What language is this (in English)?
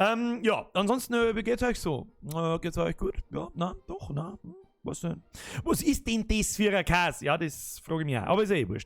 Bavarian